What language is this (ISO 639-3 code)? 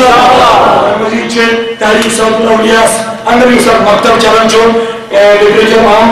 kas